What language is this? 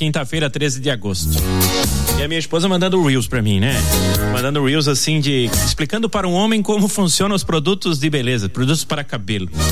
Portuguese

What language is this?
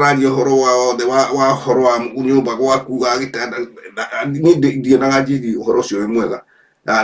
Kikuyu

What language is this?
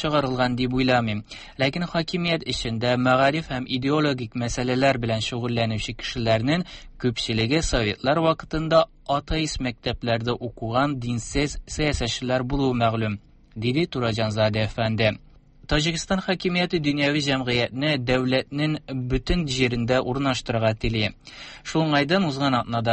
Tatar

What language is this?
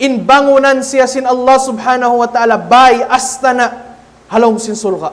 Tausug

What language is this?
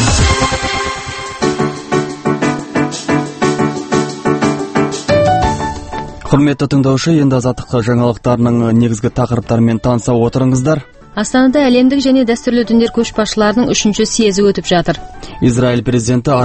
Kazakh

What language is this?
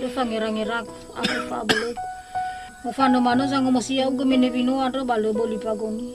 Nias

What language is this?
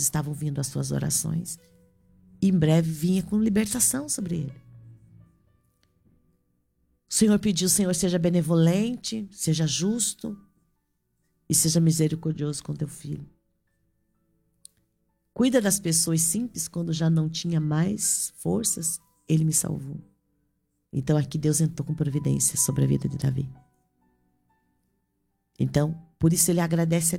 Portuguese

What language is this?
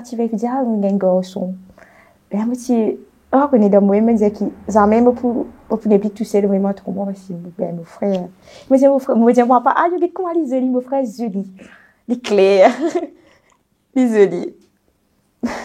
Morisyen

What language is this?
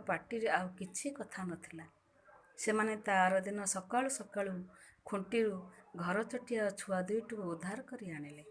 Odia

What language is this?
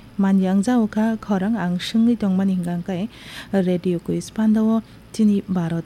Kok Borok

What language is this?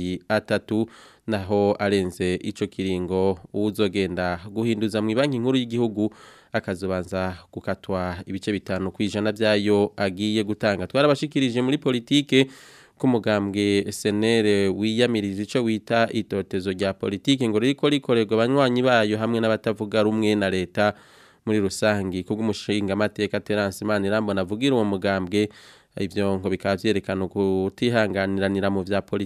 Rundi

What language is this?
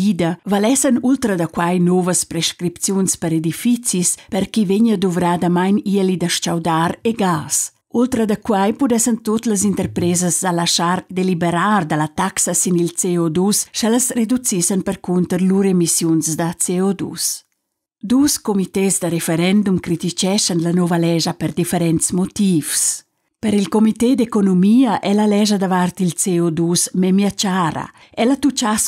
Romansh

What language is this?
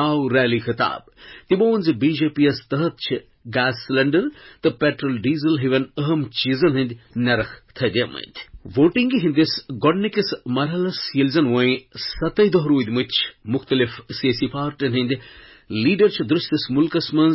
Kashmiri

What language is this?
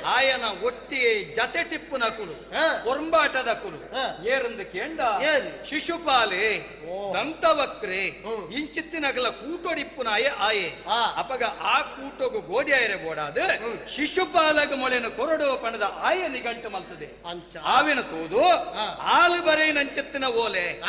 Tulu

